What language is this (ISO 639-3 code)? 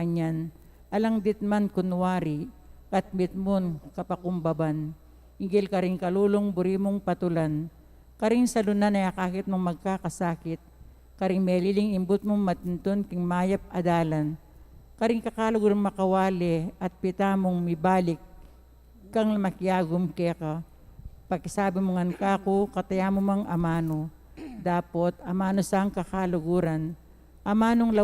pam